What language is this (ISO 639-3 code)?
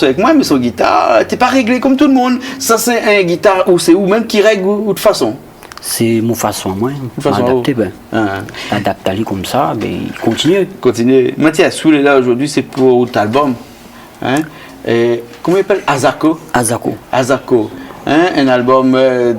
rcf